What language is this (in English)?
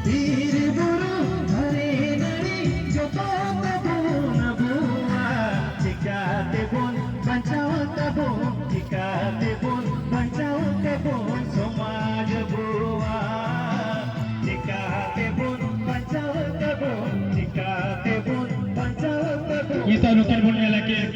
Santali